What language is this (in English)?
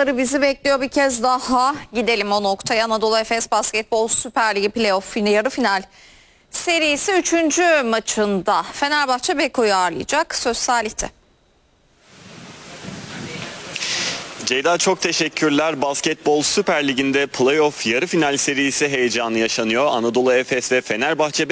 Turkish